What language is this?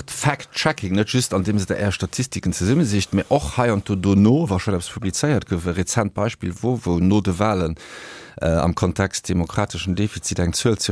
Luxembourgish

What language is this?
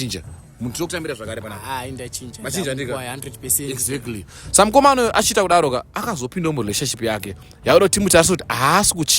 Shona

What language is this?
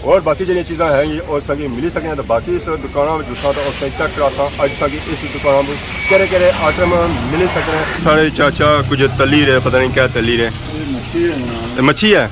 Pahari-Potwari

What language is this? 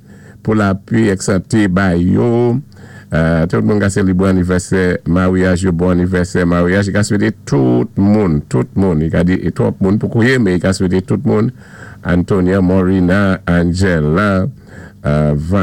Saint Lucian Creole French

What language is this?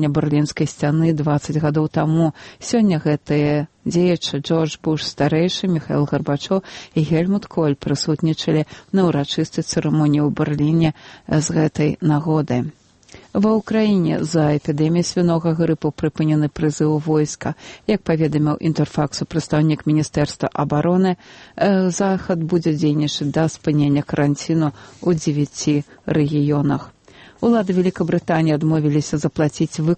Belarusian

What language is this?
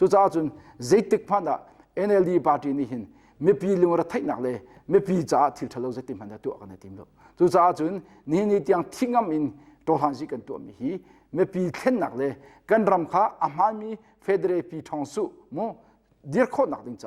Hakha Chin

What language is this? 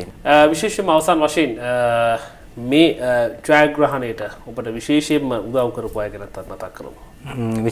Sinhala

